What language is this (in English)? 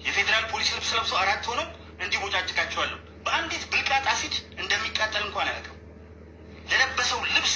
Amharic